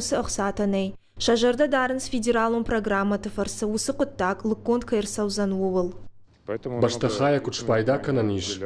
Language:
Ossetic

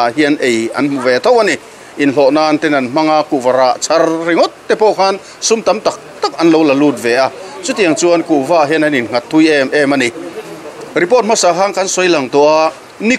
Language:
Mizo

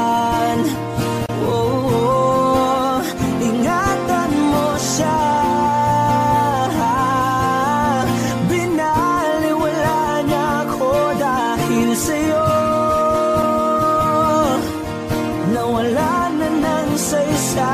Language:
Filipino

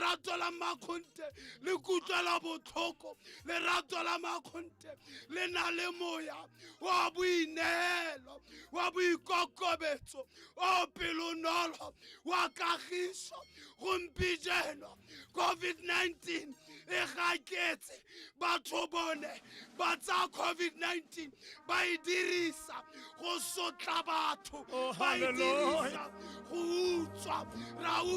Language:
Tswana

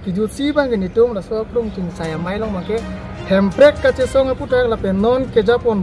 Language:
Karbi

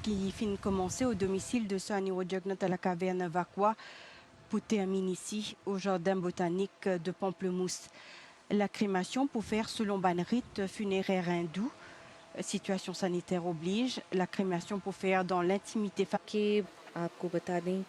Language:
Morisyen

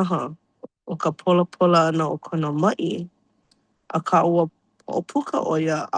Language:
Hawaiian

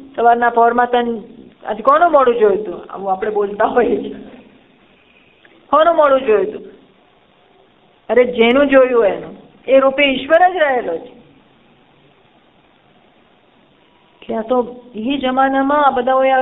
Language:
Gujarati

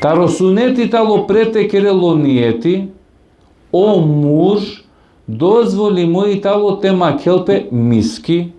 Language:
Balkan Romani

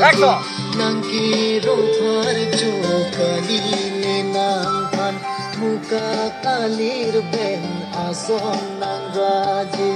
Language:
Karbi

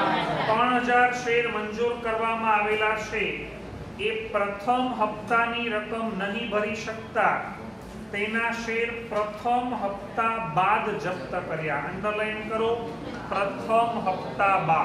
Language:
Gujarati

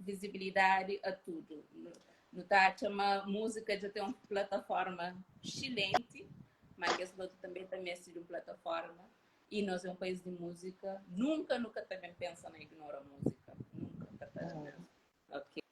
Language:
Kabuverdianu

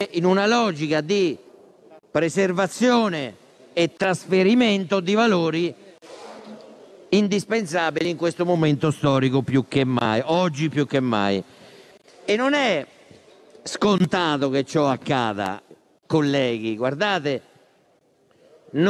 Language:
Italian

